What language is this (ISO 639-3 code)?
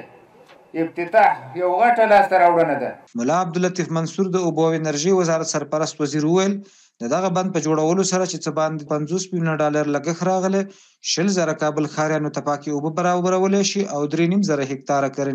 pus